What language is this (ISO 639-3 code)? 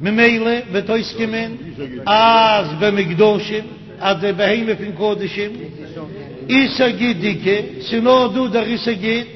yid